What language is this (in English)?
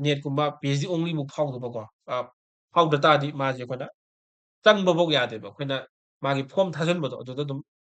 Manipuri